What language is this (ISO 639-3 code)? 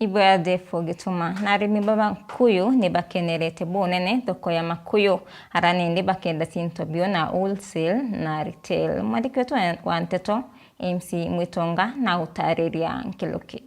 mer